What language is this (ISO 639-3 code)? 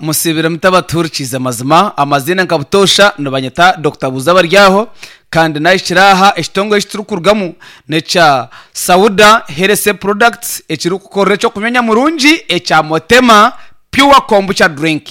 nyn